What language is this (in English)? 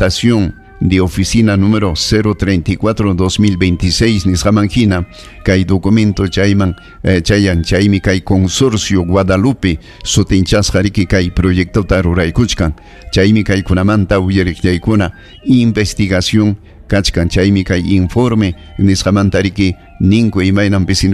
Ayacucho Quechua